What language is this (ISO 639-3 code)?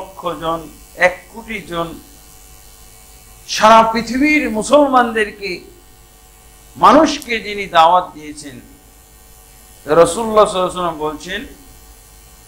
ben